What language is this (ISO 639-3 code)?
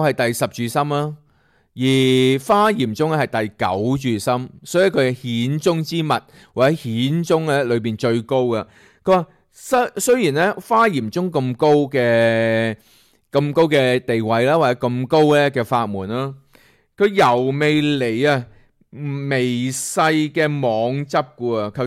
yue